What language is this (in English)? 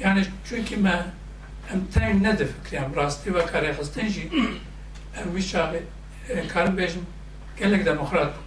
Kurdish